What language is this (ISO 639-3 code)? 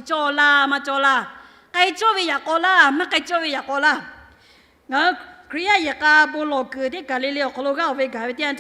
lhu